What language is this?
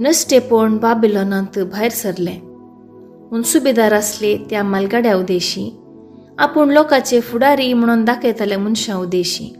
Konkani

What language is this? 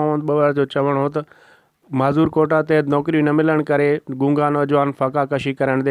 Sindhi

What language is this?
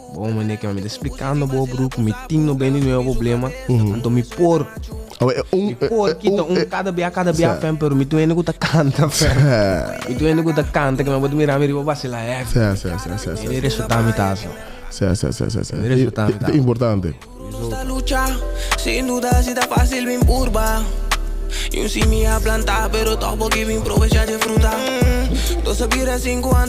Papiamento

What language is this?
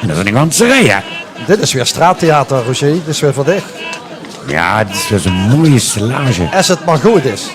Limburgish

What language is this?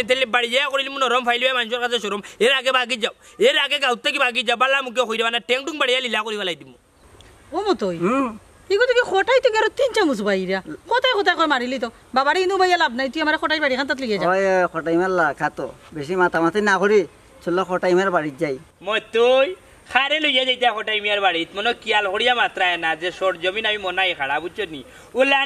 Sylheti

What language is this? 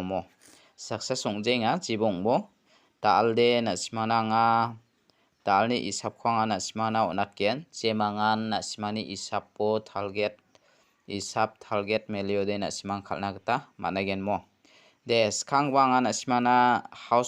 Garo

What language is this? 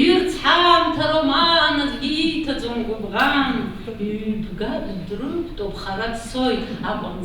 Abkhazian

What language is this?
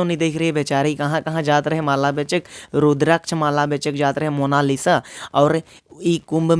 Sadri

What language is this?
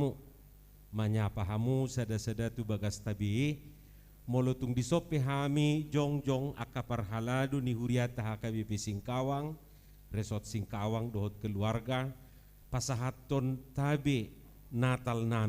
Batak Toba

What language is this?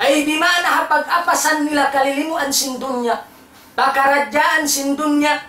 Tausug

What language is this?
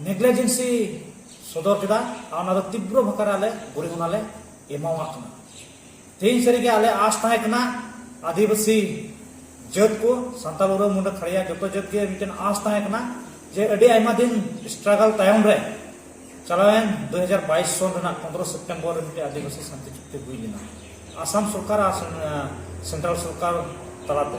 Santali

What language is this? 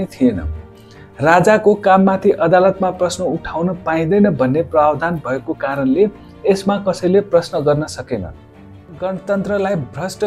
Nepali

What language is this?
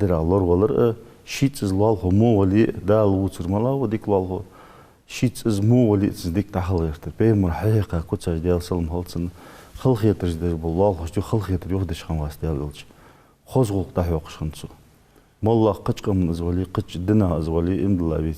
Ingush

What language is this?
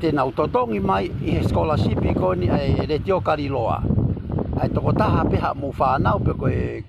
Tongan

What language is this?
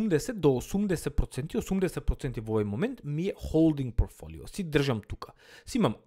Macedonian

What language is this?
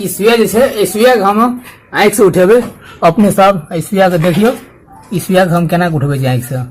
Maithili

